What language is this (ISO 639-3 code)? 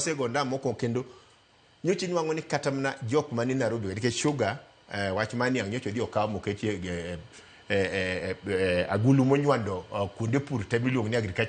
luo